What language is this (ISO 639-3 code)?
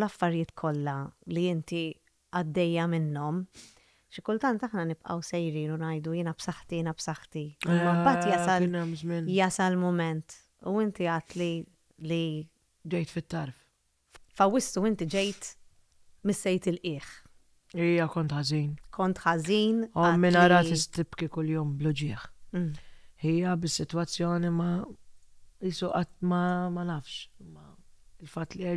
mlt